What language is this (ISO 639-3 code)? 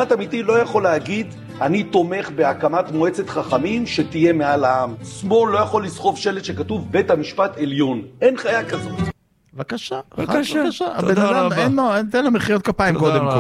heb